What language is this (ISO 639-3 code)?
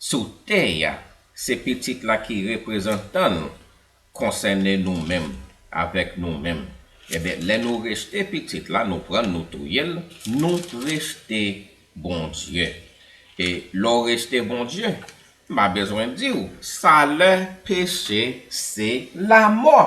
hat